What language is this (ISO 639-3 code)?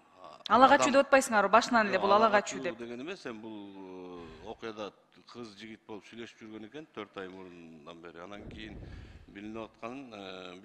kir